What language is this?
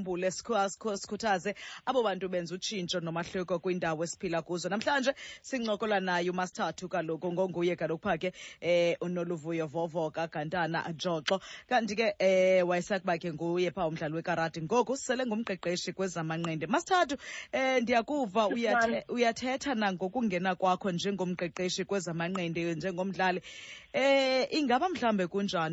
Xhosa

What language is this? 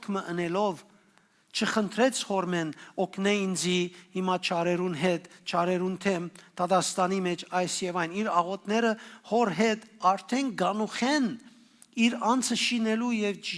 Western Armenian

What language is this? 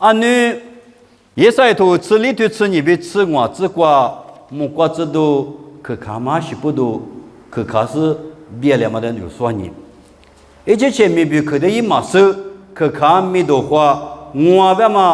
Lisu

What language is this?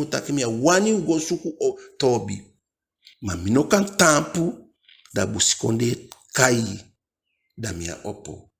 Eastern Maroon Creole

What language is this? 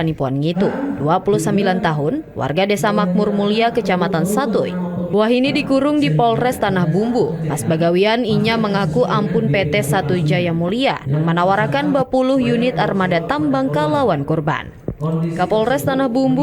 Banjar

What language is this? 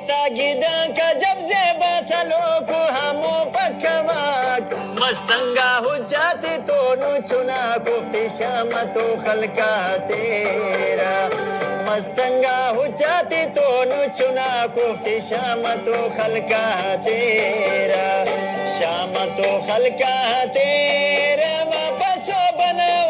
Brahui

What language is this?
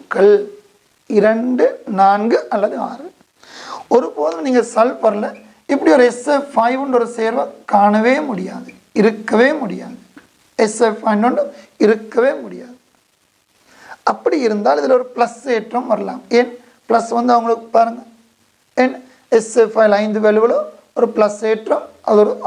Tamil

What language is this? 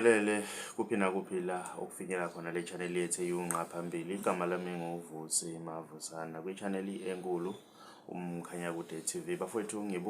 Zulu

